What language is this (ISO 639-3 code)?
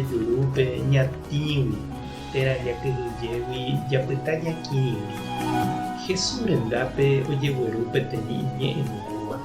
grn